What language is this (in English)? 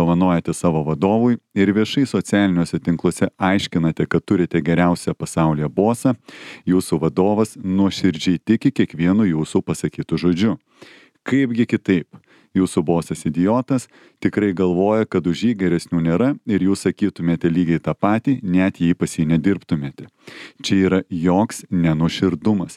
Lithuanian